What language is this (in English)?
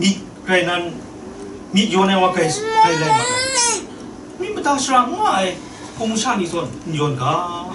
Kachin